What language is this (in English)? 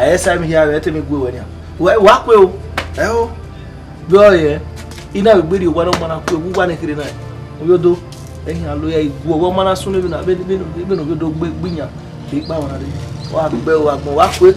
Bini